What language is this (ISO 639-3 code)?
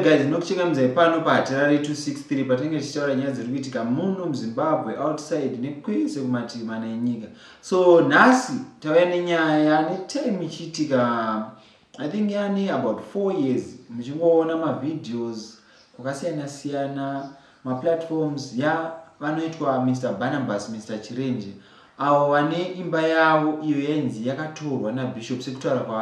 sna